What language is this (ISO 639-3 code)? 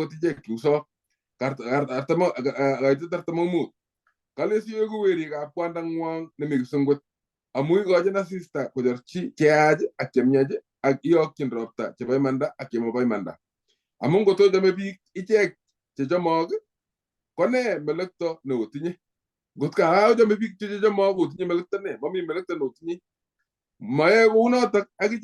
kln